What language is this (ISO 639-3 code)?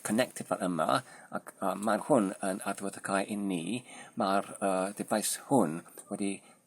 cym